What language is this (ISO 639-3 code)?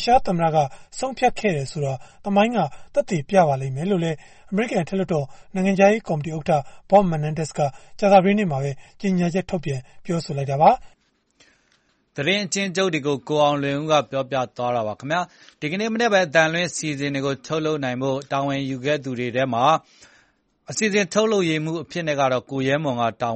mya